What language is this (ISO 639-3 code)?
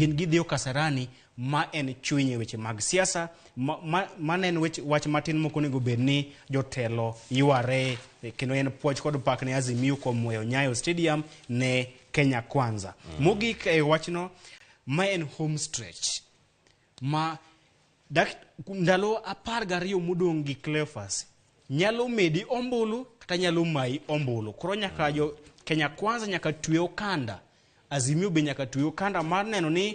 luo